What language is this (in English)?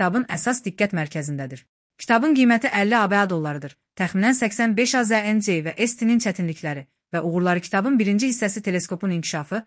Azerbaijani